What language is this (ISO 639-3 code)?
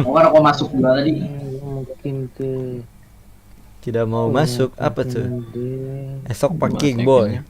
bjn